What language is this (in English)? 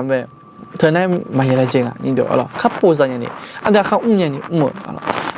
Akha